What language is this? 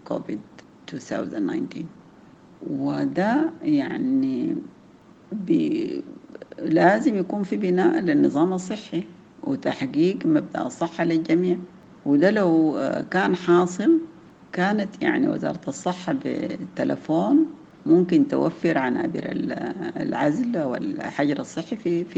Sudanese Arabic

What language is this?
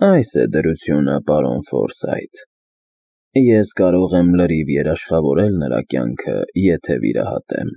Armenian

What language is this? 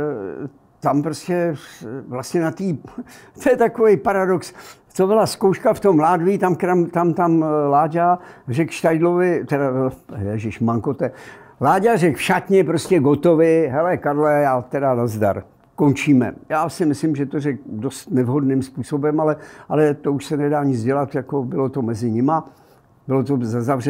Czech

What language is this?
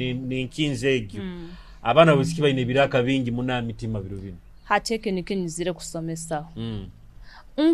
Nyoro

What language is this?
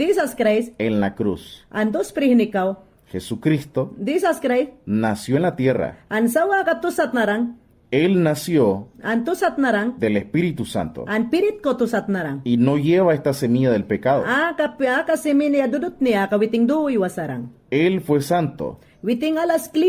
Mayangna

